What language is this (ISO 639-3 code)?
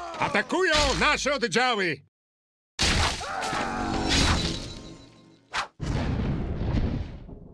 pol